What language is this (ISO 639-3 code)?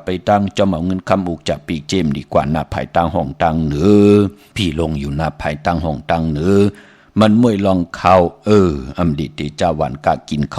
shn